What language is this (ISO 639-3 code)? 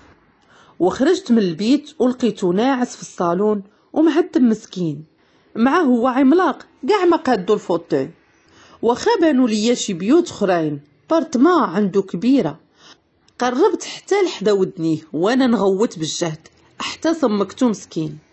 ary